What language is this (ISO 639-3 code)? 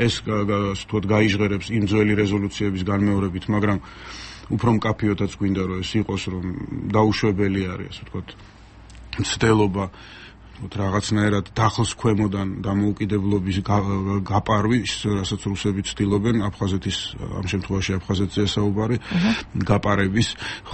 kat